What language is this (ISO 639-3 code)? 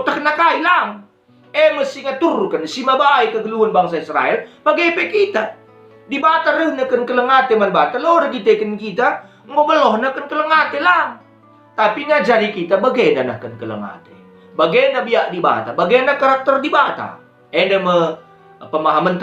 btx